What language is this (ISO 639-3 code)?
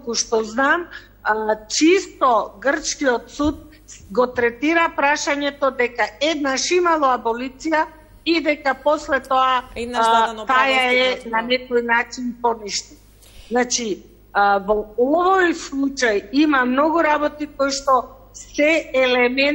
mkd